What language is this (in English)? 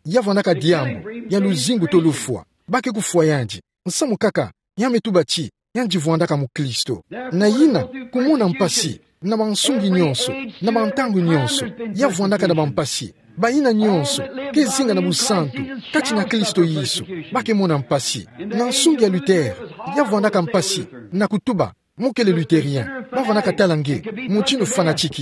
Kituba (Democratic Republic of Congo)